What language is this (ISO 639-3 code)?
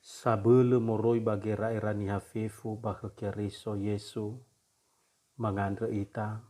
nia